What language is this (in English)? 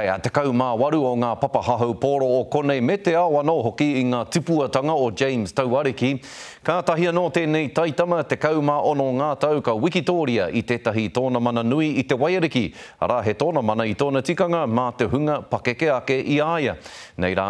Māori